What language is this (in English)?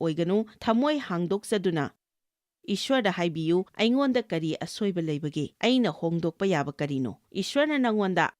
Manipuri